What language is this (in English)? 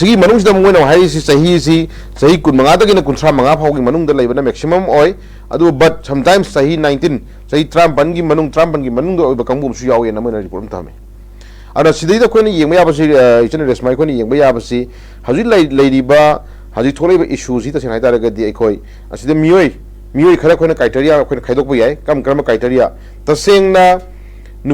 Manipuri